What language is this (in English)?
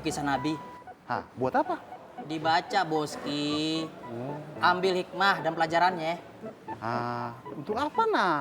Betawi